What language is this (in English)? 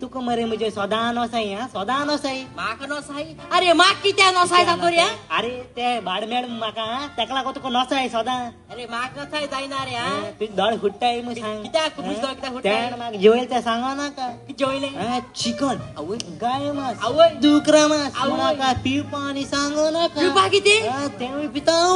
Konkani